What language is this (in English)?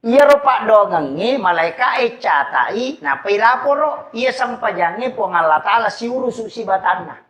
Buginese